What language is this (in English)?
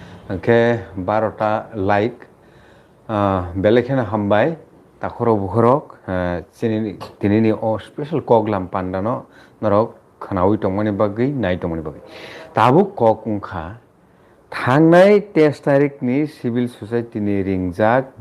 Kok Borok